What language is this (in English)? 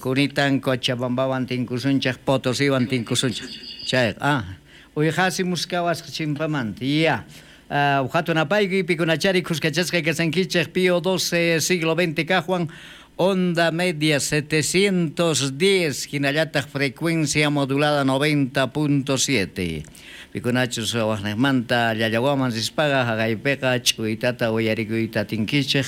South Bolivian Quechua